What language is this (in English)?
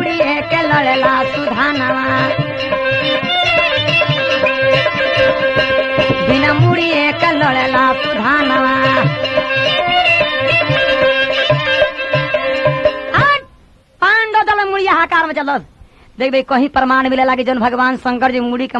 Bhojpuri